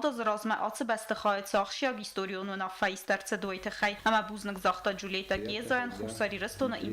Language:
Ossetic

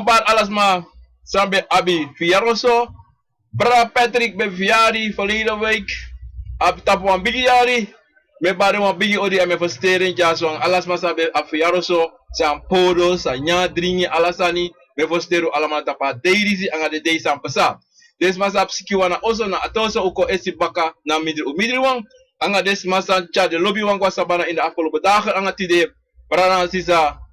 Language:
Sranan Tongo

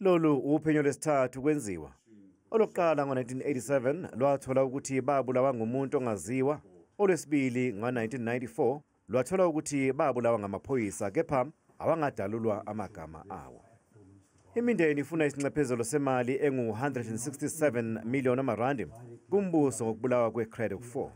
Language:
Zulu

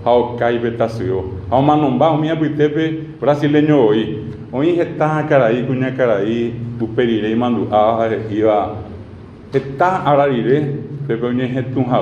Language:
Guarani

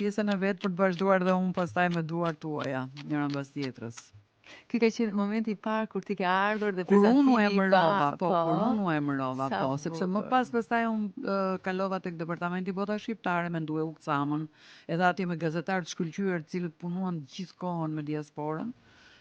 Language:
Albanian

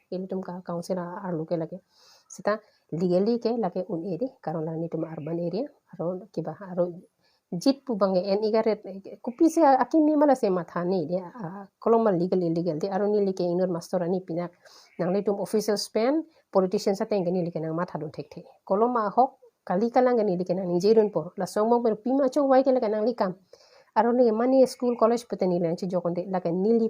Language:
Karbi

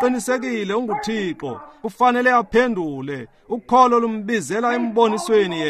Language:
Xhosa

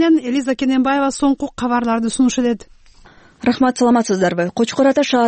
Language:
Kyrgyz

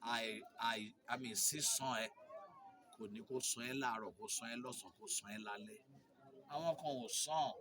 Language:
Yoruba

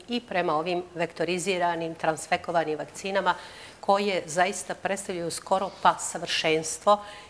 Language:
Bosnian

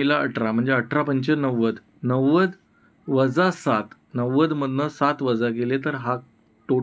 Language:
Marathi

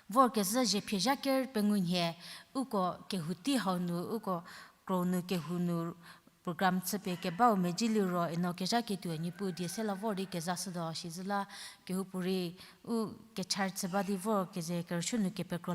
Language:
Angami Naga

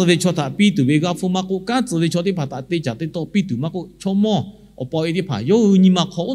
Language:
Lahu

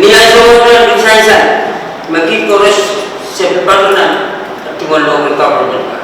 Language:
Pohnpeian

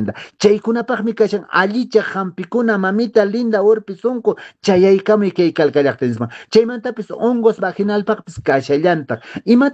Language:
Quechua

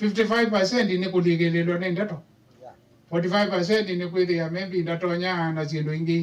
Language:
Kamba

